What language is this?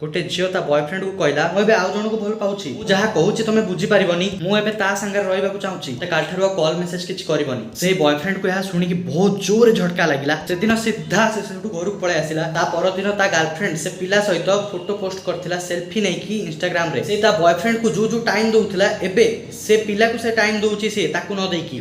Odia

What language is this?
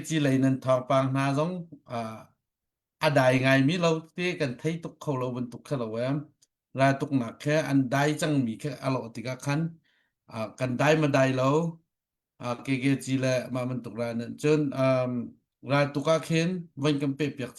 Hakha Chin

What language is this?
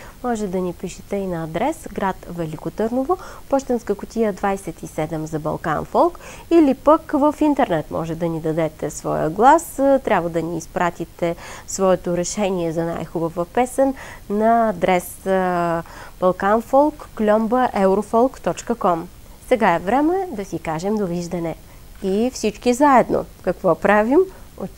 Bulgarian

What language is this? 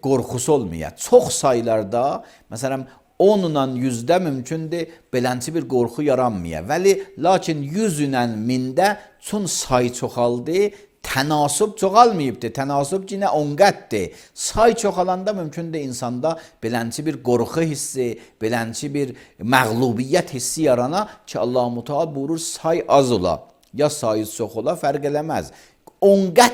Azerbaijani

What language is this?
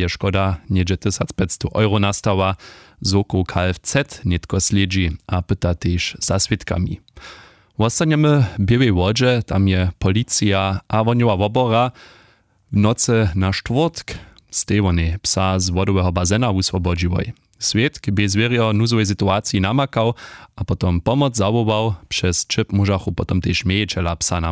Upper Sorbian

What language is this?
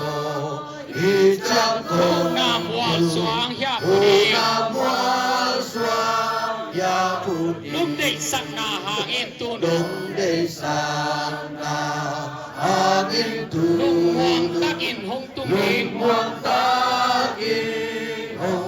Tedim Chin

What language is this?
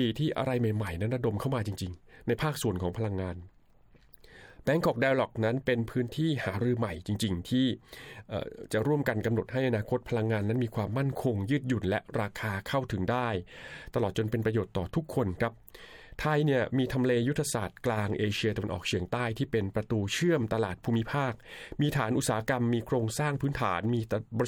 Thai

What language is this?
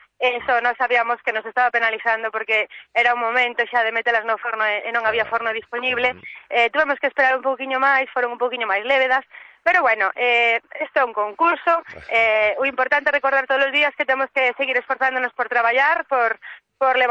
Galician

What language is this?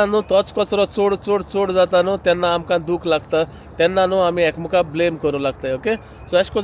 Konkani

